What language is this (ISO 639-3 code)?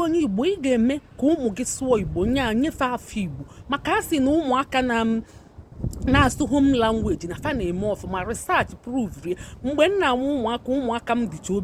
ibo